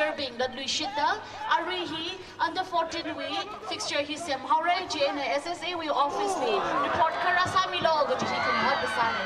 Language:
Tangkhul Naga (India)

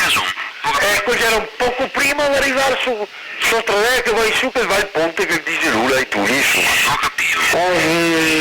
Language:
Venetian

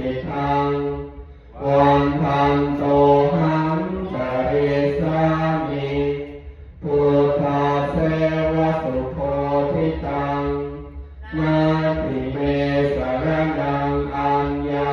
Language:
Pali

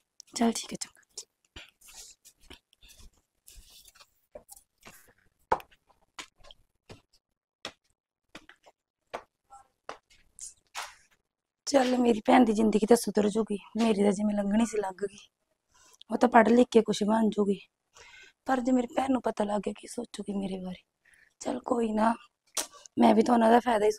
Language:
Punjabi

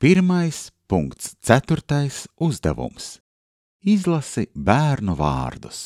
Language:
Latvian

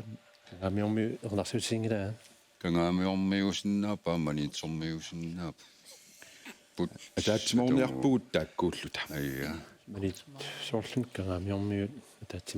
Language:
Kalaallisut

